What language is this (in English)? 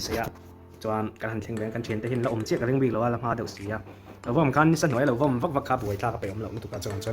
Mizo